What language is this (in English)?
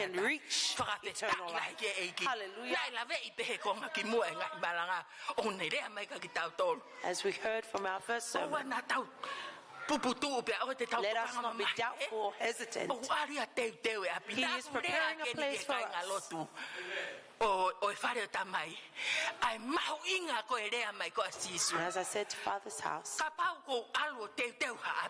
Tongan